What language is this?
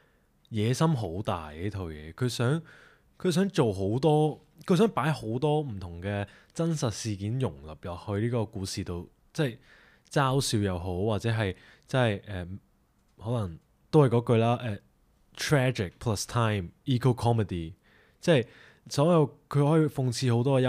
Cantonese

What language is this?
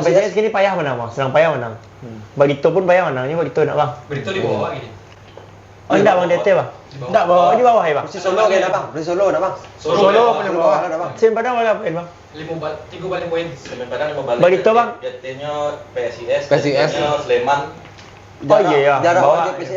Minangkabau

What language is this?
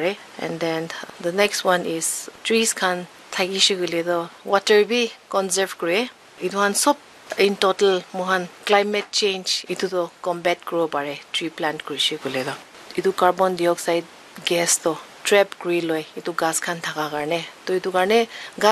Naga Pidgin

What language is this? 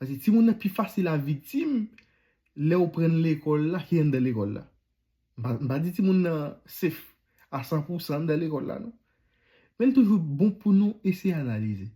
Haitian Creole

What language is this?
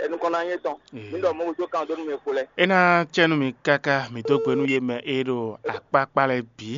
Fon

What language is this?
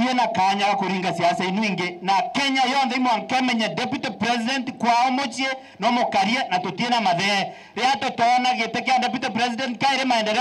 Meru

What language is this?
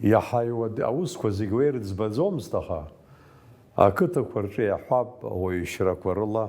Abkhazian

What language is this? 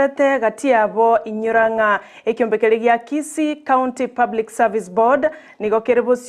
Gusii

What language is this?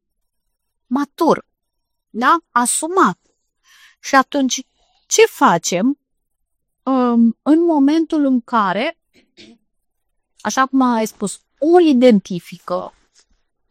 Romanian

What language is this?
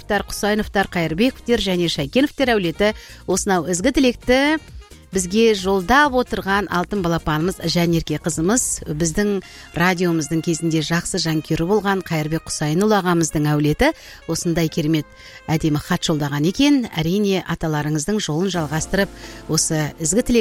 Kazakh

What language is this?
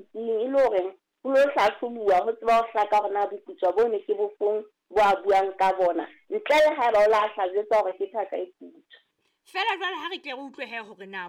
Southern Sotho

